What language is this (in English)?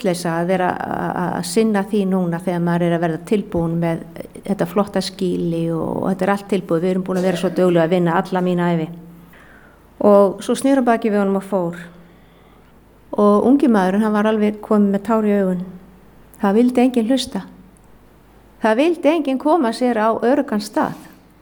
Icelandic